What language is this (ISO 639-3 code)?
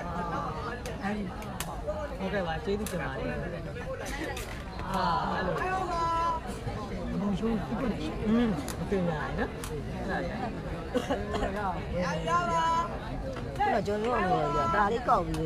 mya